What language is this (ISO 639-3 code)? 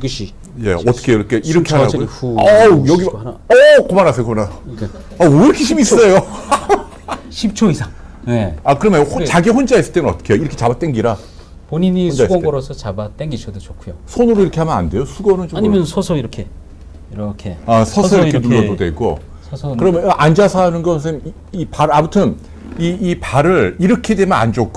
kor